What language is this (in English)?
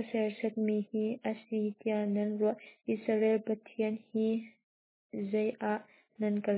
Hakha Chin